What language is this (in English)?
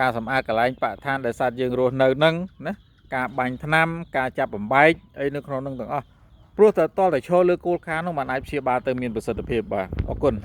Khmer